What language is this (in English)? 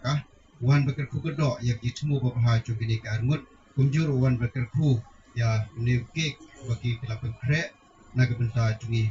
Khasi